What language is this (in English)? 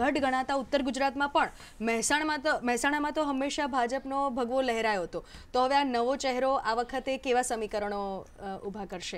Gujarati